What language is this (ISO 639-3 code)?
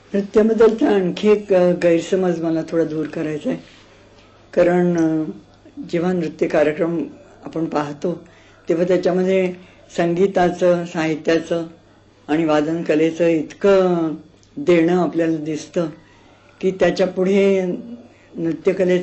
mar